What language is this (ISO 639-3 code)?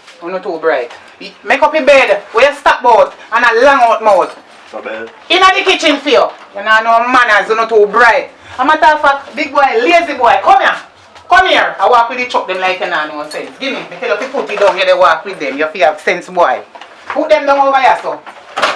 jam